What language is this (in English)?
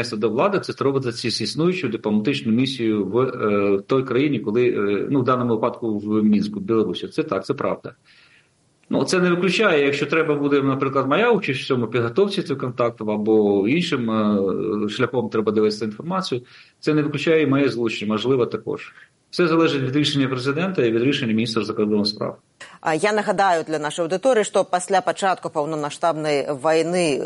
Ukrainian